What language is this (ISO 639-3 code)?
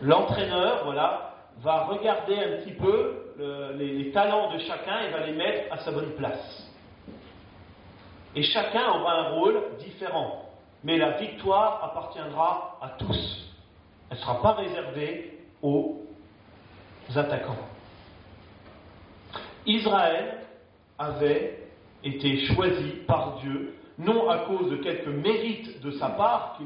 fra